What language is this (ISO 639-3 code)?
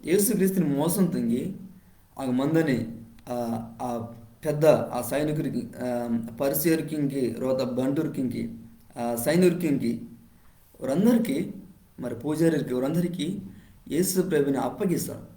kff